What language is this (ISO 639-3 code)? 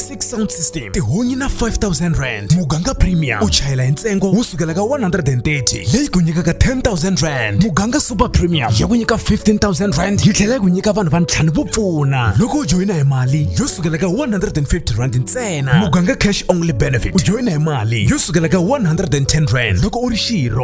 tso